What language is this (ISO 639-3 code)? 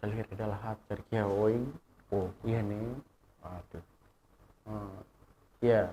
tet